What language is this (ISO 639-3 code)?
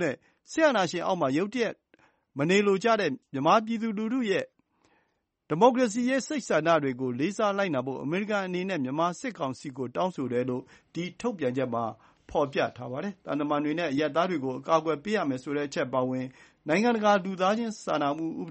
mya